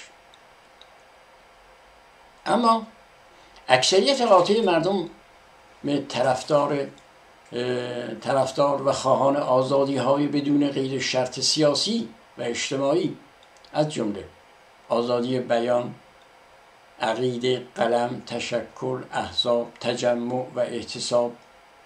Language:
Persian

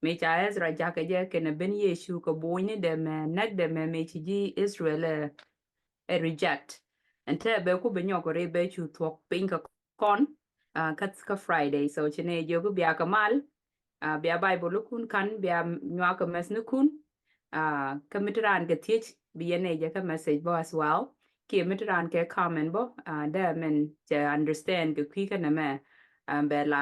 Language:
Nuer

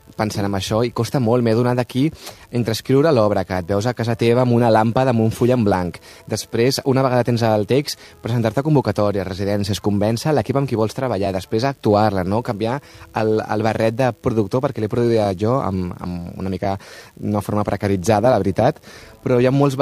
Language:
Catalan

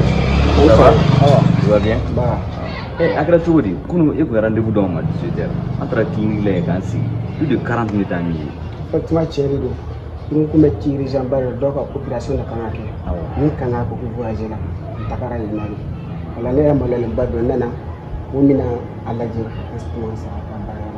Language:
Bambara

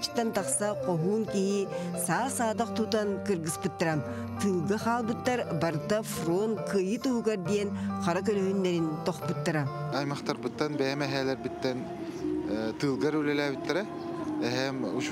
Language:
Yakut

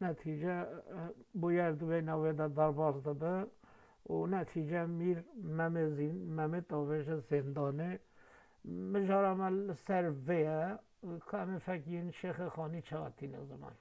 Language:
Kurdish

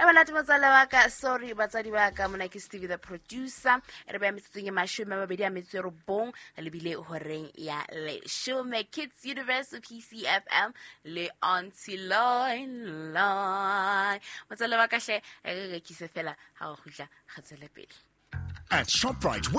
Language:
Southern Sotho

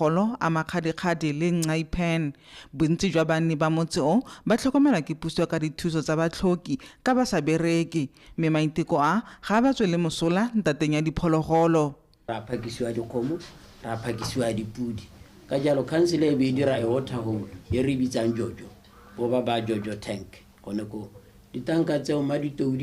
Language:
Tswana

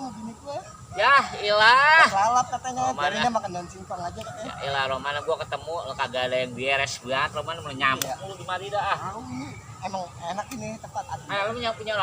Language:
Betawi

